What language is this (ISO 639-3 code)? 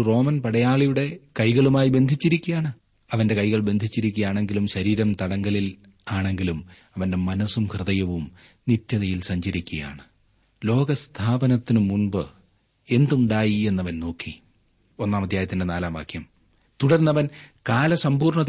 mal